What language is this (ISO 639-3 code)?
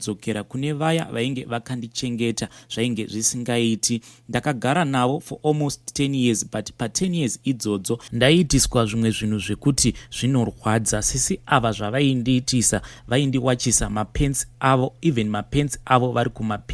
sna